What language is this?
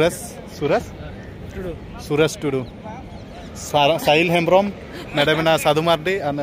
Santali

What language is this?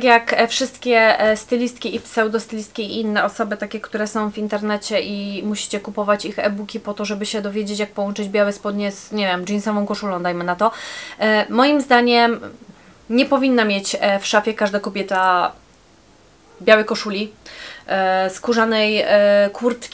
Polish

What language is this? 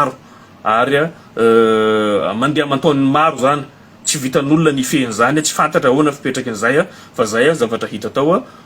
Malagasy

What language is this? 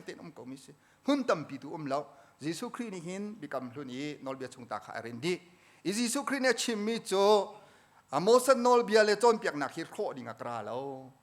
Hakha Chin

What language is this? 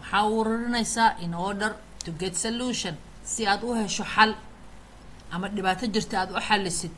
Somali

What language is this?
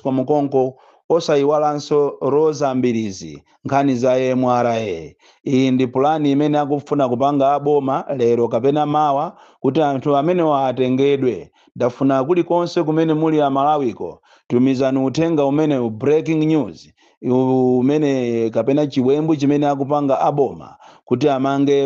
Nyanja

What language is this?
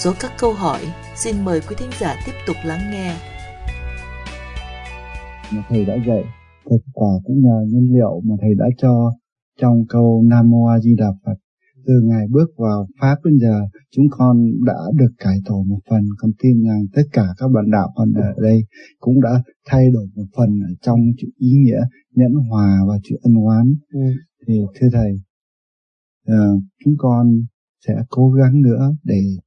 Vietnamese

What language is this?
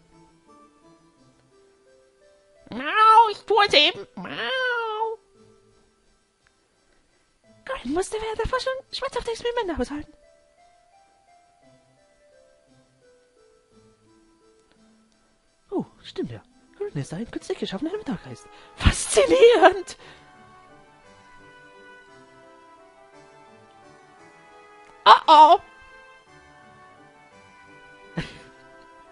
German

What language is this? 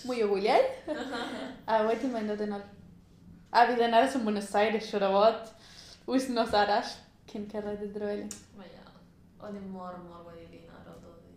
Welsh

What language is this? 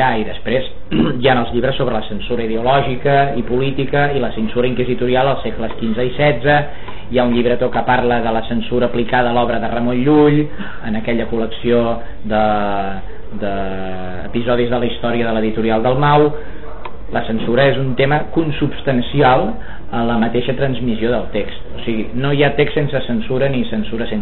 Catalan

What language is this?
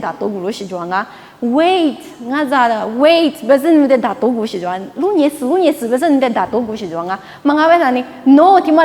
Lisu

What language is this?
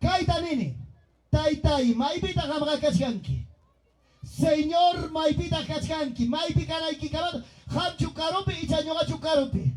Ayacucho Quechua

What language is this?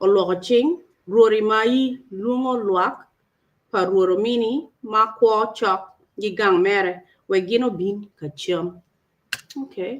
Acoli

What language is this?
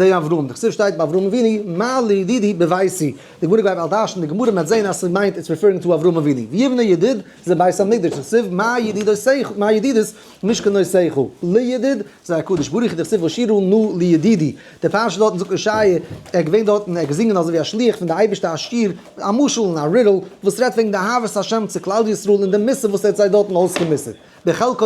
Yiddish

